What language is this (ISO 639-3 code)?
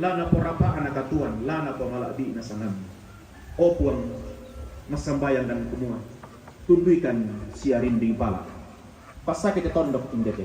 sda